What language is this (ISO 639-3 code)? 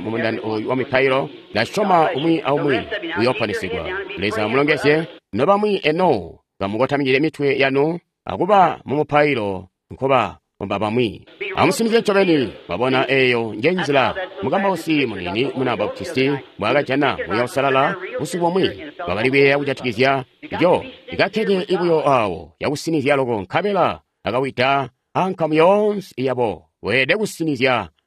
toi